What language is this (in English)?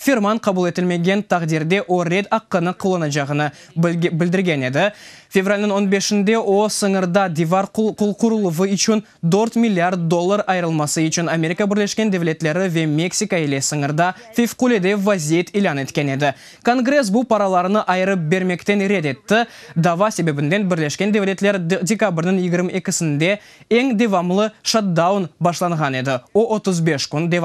Crimean Tatar